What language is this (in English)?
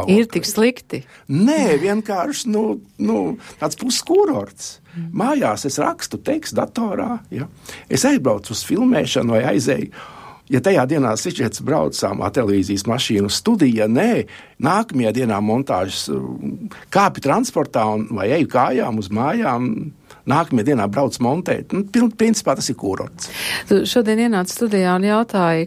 Latvian